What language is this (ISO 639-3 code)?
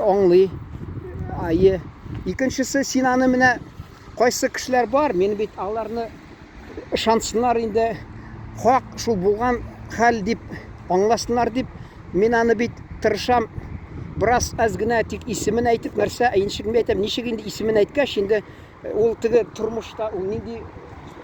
tat